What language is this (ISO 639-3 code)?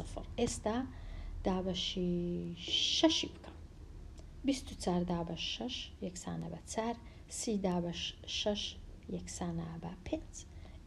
ckb